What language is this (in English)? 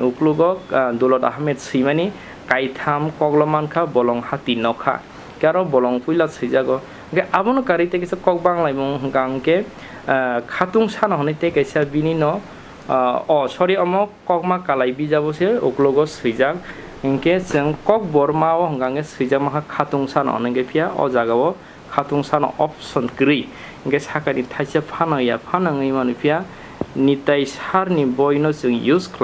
Kok Borok